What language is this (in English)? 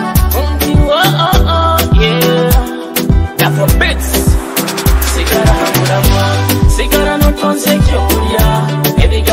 Nyoro